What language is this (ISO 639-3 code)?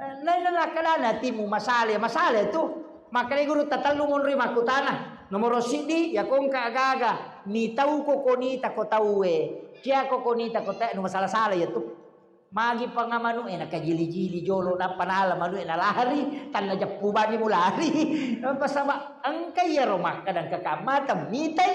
bug